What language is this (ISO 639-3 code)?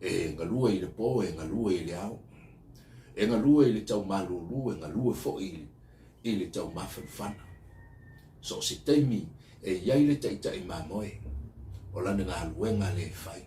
smo